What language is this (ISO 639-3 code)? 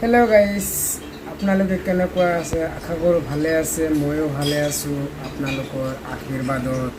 asm